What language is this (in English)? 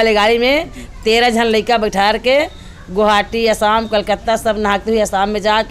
Chhattisgarhi